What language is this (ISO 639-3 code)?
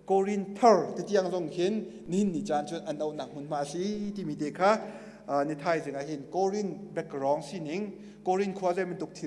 cnh